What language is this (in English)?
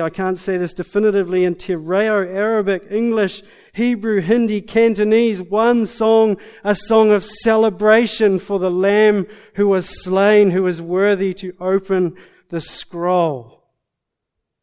English